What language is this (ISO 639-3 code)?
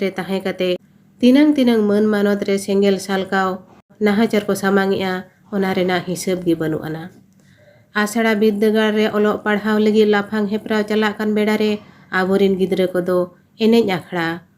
sat